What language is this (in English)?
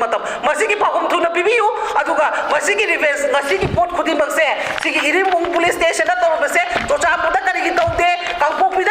Manipuri